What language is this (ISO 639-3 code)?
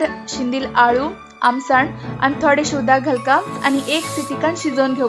kok